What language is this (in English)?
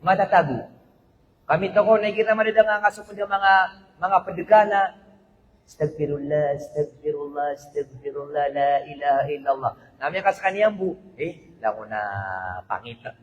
Maranao